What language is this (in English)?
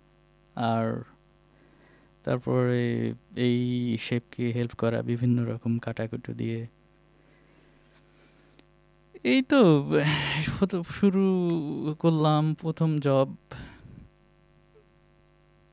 Bangla